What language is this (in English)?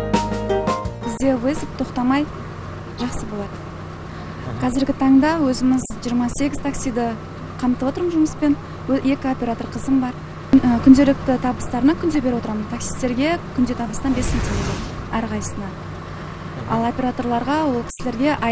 Kazakh